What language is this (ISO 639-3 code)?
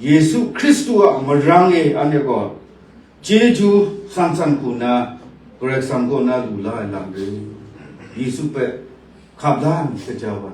kac